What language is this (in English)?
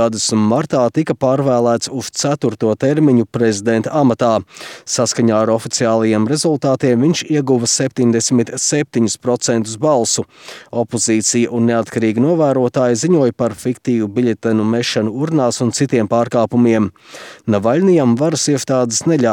Latvian